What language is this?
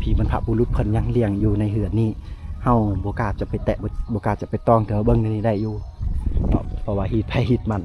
Lao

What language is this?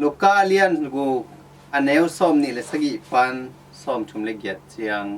Tedim Chin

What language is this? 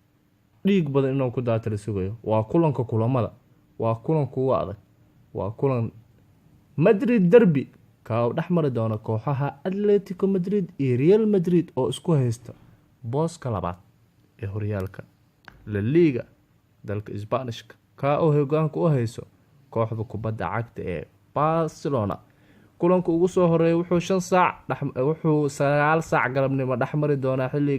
Somali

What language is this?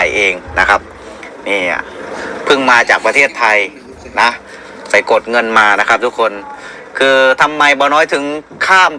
Northeastern Thai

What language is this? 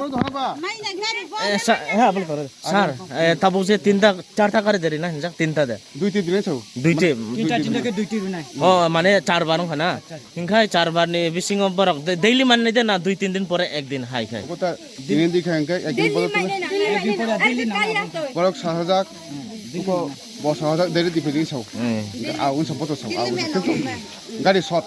Riang (India)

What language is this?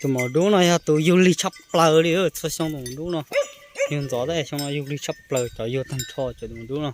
Hmong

